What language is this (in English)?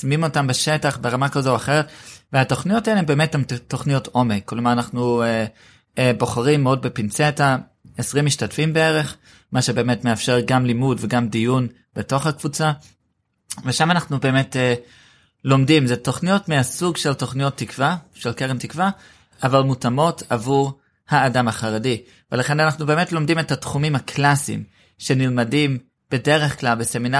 Hebrew